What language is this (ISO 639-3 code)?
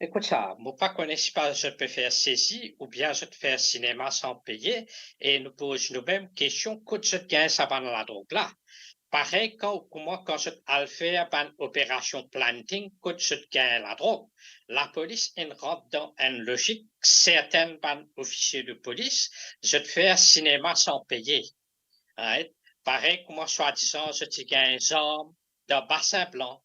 mfe